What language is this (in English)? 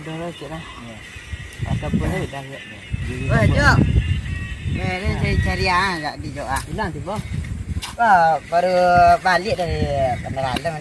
Minangkabau